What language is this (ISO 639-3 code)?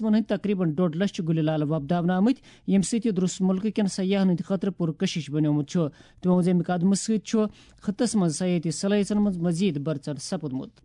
kas